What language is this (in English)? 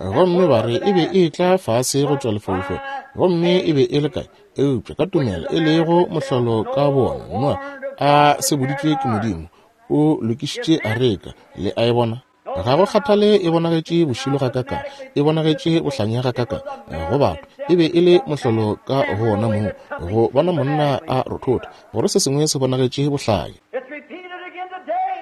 Northern Sotho